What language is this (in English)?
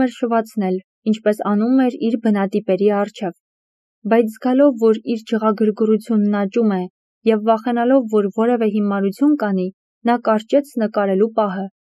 Armenian